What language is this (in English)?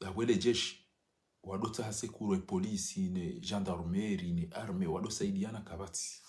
Ngazidja Comorian